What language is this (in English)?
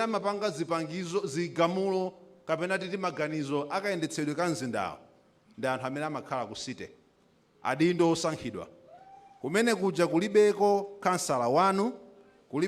Nyanja